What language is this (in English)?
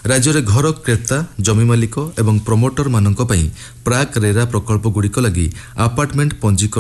Odia